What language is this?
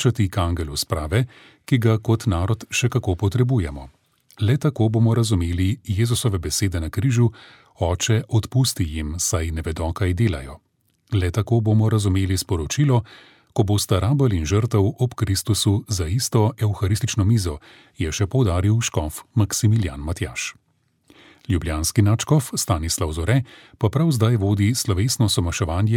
Slovenian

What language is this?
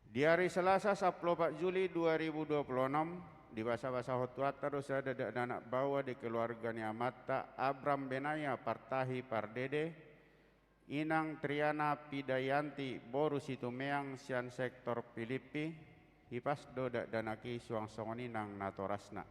Batak Toba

